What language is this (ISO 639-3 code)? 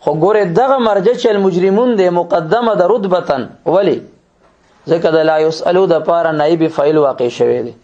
pus